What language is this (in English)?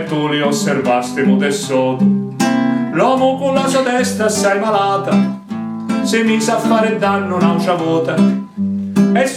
Sicilian